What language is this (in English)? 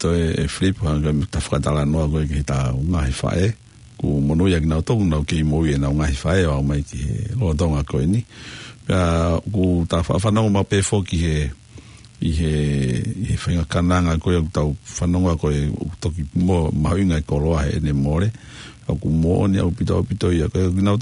Tongan